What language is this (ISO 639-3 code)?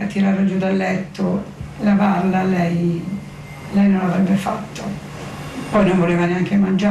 ita